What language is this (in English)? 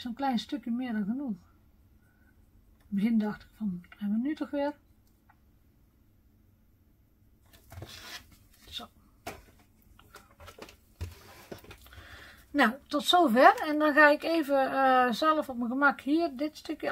Dutch